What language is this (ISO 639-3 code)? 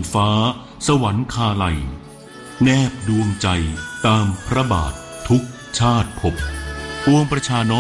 tha